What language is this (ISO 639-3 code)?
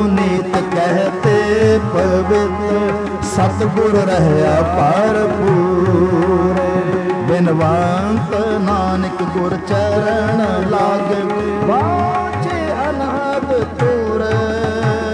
pan